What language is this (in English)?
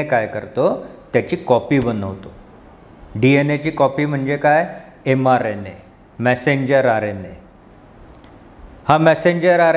Marathi